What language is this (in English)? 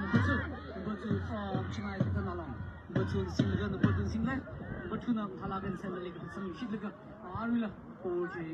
Tangkhul Naga (India)